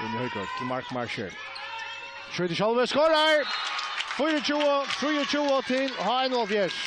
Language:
Faroese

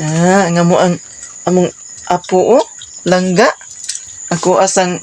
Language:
Cebuano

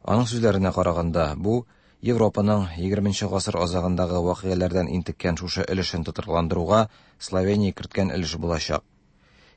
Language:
Tatar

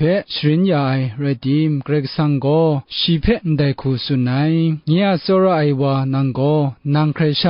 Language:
Kachin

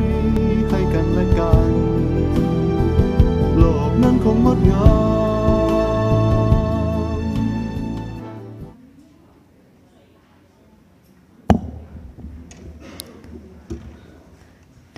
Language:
Thai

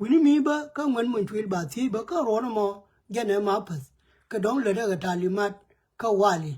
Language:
Nuer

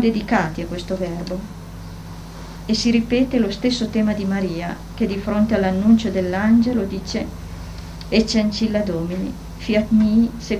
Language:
Italian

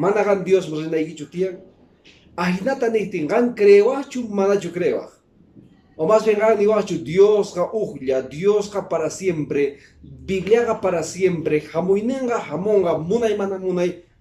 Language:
Quechua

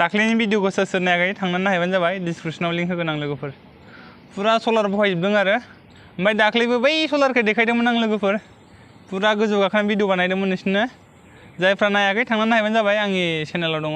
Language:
Bodo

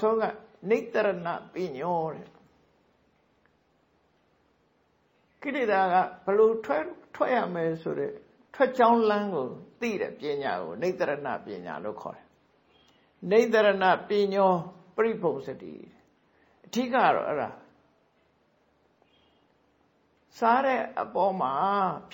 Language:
Burmese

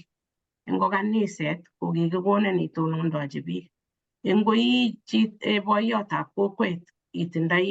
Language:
Kalenjin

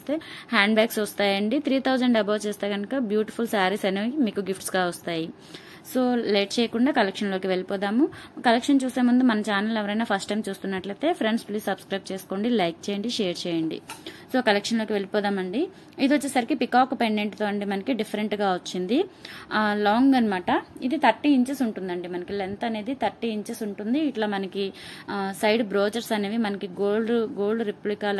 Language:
Telugu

